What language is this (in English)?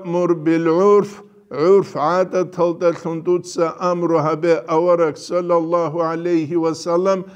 Avaric